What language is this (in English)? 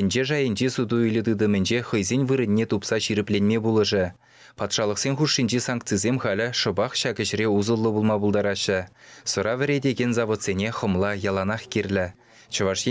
Chuvash